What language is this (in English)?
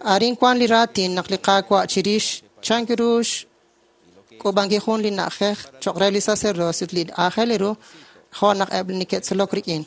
Kekchí